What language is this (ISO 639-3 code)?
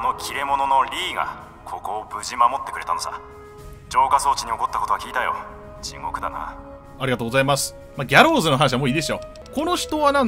jpn